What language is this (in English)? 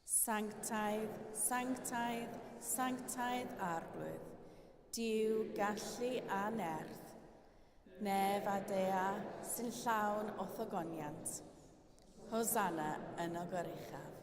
Welsh